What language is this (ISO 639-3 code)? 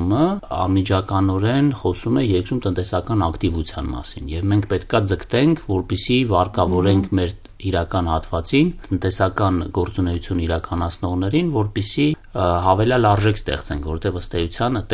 hye